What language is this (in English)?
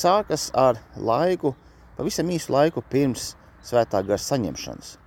Latvian